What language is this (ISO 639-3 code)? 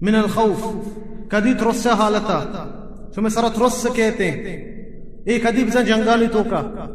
bal